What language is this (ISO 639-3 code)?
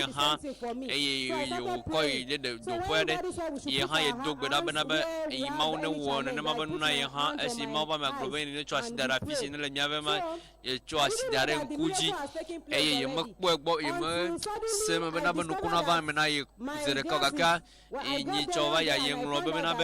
ewe